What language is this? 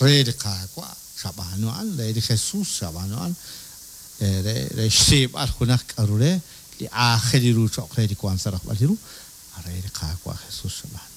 Kekchí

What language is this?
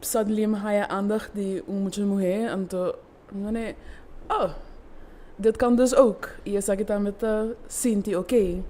Papiamento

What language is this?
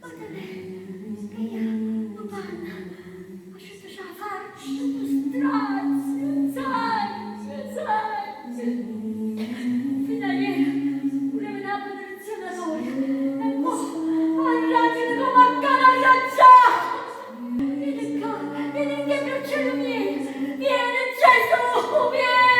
Neapolitan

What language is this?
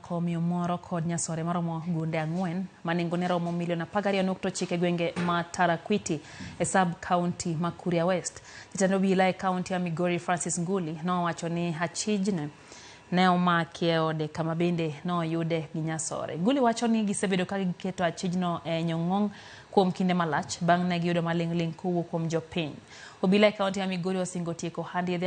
Luo (Kenya and Tanzania)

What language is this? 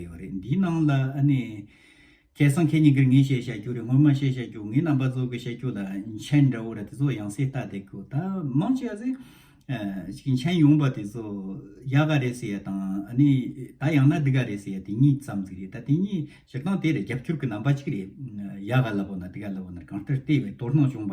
Tibetan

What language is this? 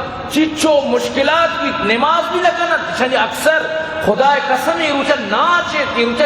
Eastern Balochi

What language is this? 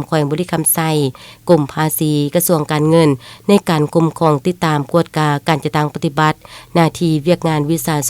Lao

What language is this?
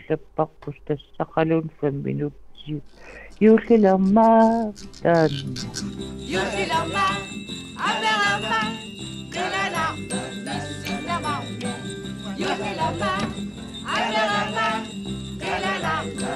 Kalaallisut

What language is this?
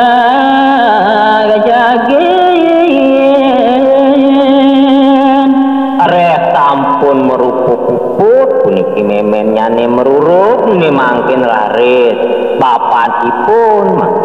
Balinese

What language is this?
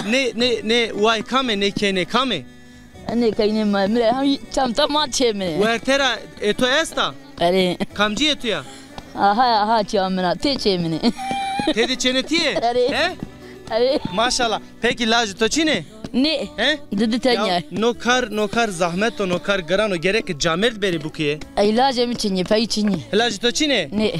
Zaza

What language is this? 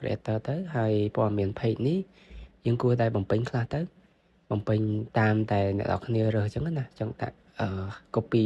Khmer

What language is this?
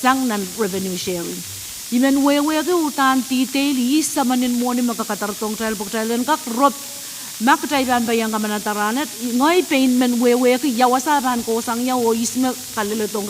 Pohnpeian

